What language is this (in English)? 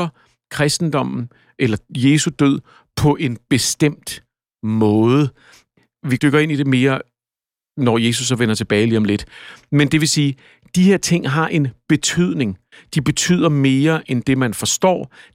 Danish